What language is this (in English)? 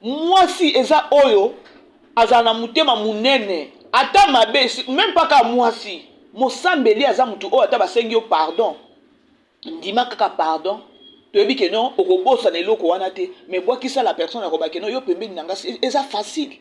Lingala